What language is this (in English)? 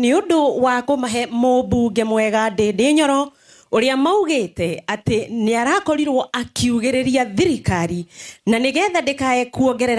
Kikuyu